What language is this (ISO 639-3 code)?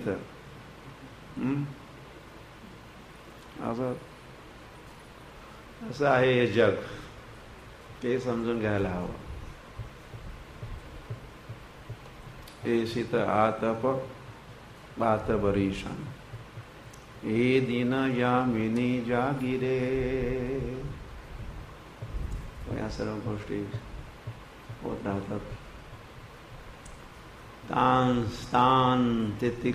mar